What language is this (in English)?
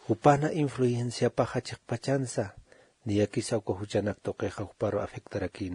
Aymara